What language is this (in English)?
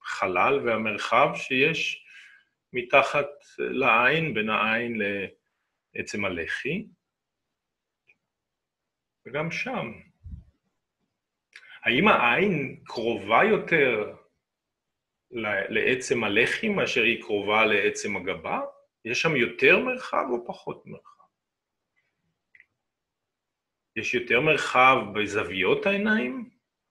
Hebrew